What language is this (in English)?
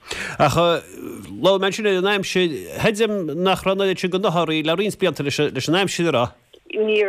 Irish